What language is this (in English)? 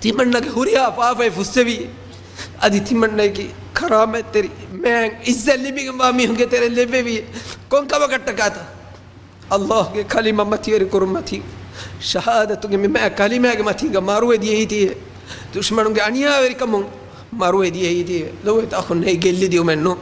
Divehi